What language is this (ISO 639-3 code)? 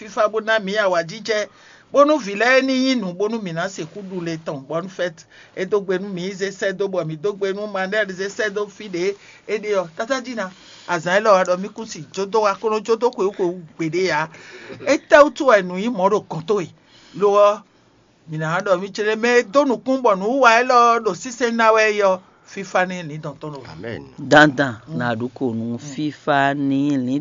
fon